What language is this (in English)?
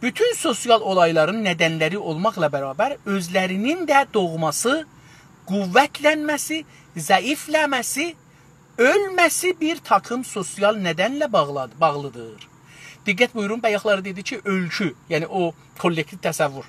South Azerbaijani